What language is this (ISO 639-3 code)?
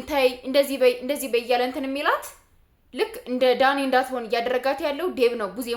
amh